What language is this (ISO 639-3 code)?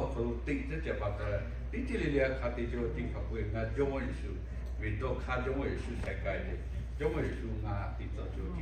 lhu